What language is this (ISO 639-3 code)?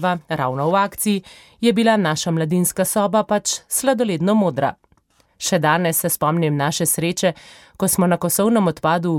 slv